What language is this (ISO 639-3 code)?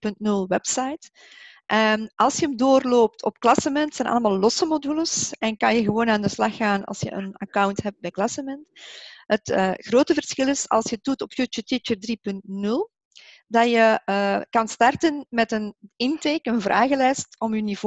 nld